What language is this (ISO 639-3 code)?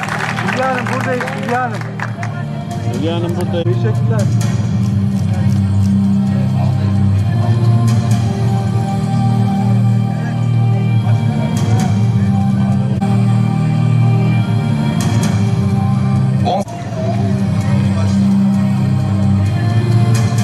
tur